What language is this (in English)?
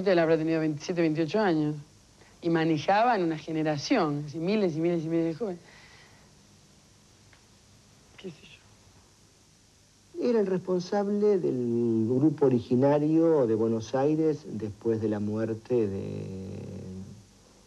Spanish